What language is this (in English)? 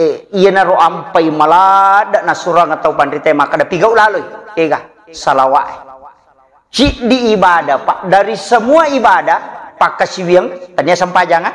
Buginese